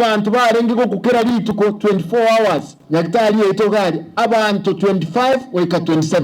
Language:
Gusii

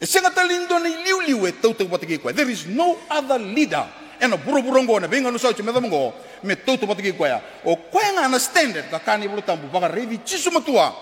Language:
Fijian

